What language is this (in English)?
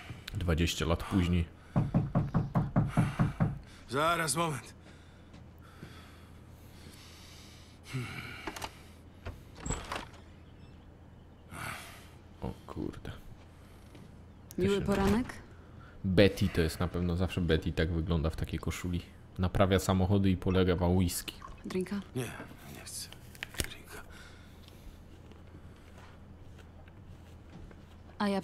Polish